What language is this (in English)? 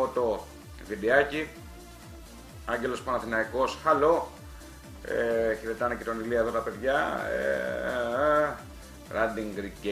Greek